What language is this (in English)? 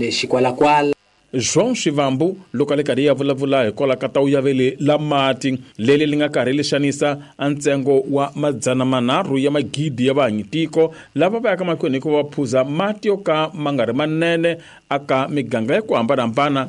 Tsonga